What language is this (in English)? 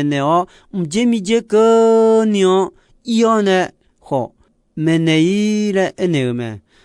Akha